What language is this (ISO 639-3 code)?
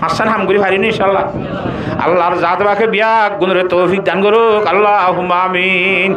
rhg